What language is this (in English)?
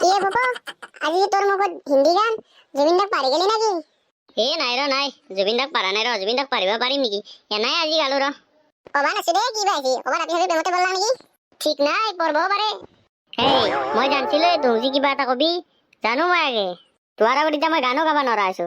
Assamese